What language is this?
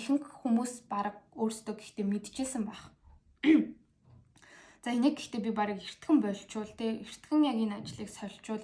Mongolian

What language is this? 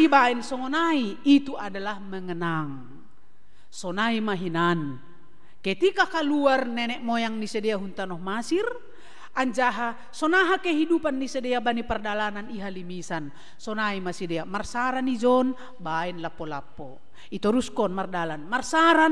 Batak Simalungun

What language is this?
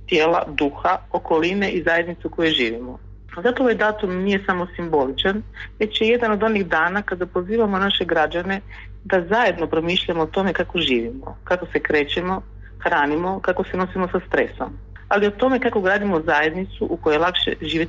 Croatian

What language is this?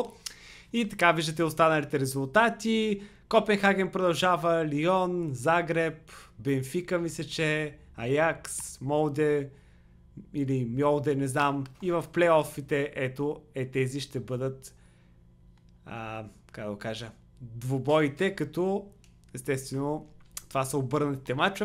Bulgarian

